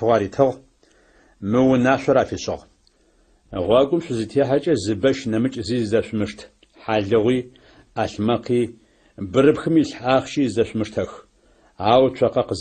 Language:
Adyghe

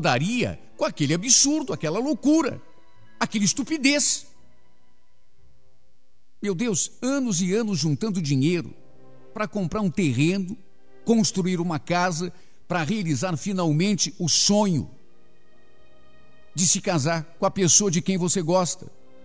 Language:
Portuguese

